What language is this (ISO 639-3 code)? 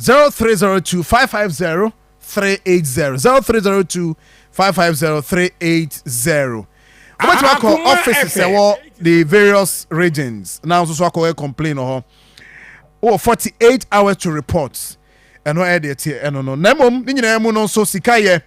aka